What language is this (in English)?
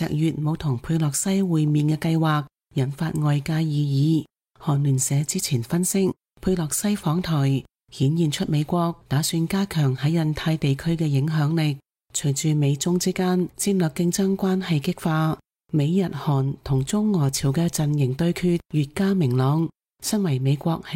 Cantonese